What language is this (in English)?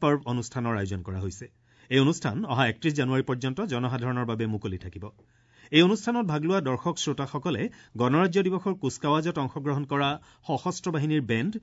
Assamese